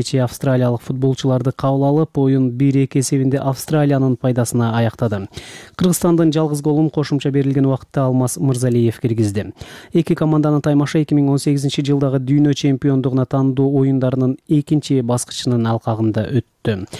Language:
Kyrgyz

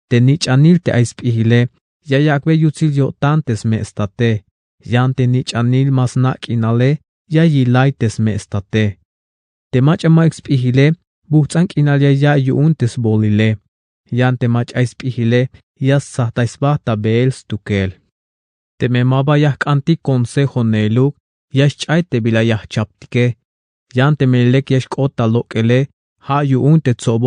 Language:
Tzeltal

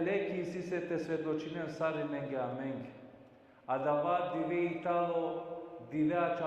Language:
Balkan Romani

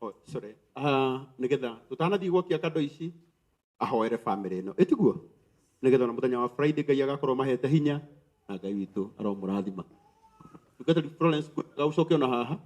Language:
Kikuyu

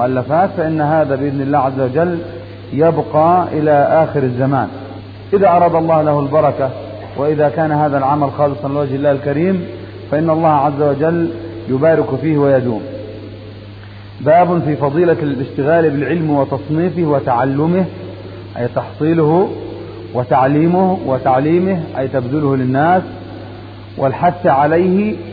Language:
Arabic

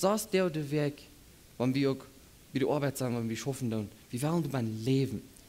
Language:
Plautdietsch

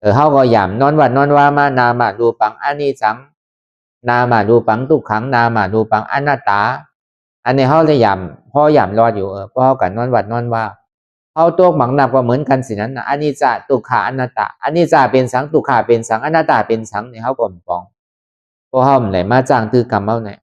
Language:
Lü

